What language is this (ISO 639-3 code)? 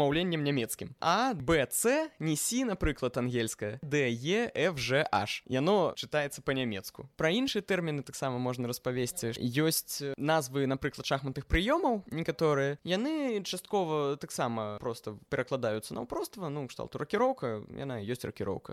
bel